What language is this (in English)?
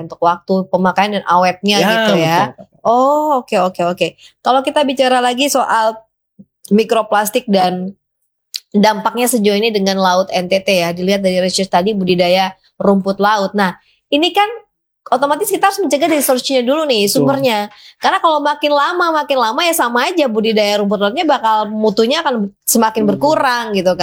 Indonesian